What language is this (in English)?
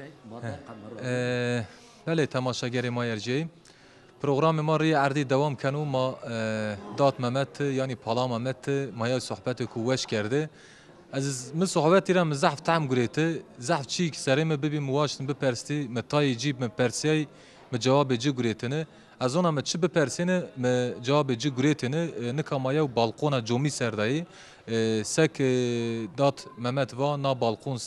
Zaza